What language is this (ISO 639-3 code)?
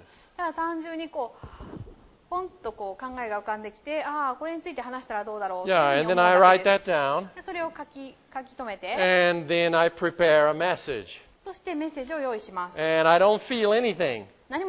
jpn